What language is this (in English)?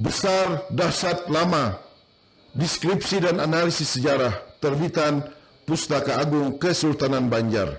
Banjar